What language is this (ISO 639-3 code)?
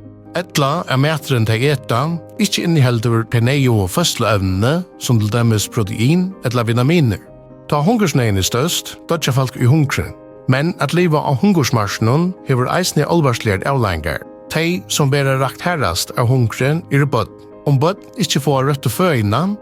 fao